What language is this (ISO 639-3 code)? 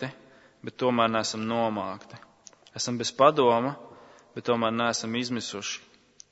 lav